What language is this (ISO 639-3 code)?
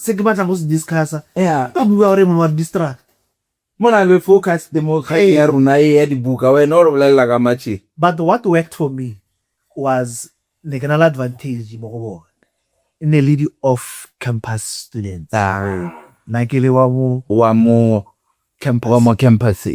tsn